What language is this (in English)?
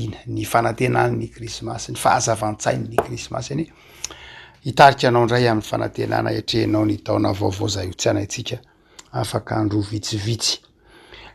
Malagasy